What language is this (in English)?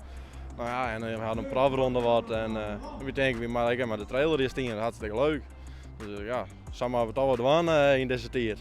Western Frisian